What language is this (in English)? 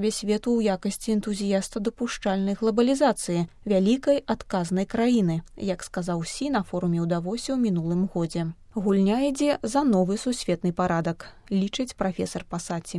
Belarusian